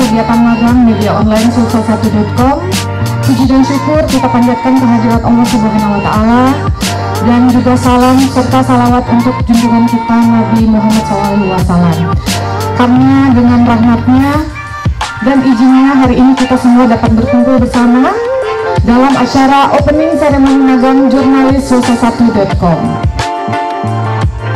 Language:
Indonesian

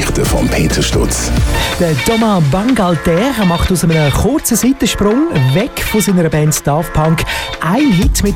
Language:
German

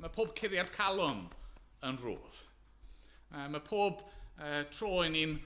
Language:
Welsh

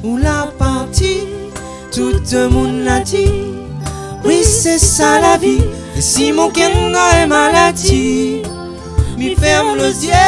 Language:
Réunion Creole French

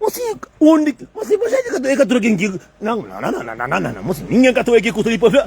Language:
Kabuverdianu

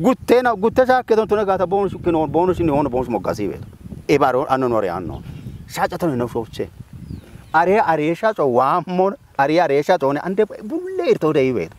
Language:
Kafa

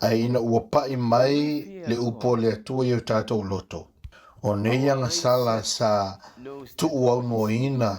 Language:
Samoan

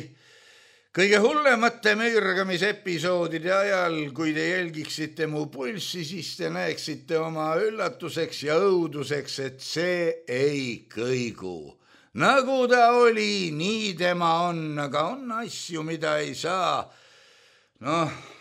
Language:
Estonian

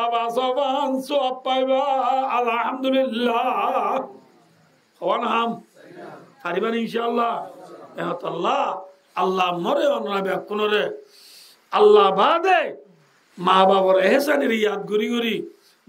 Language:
Rohingya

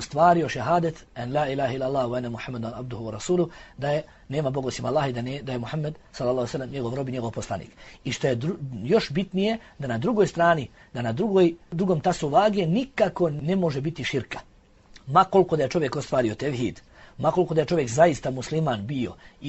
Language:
Bosnian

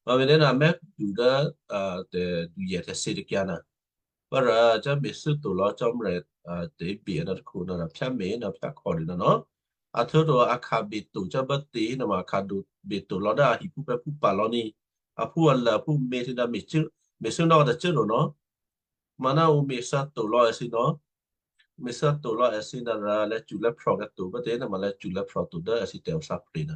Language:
Western Kayah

